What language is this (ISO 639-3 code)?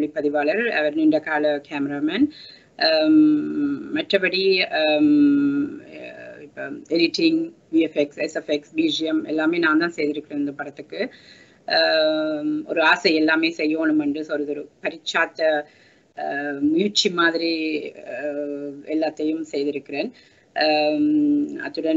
tam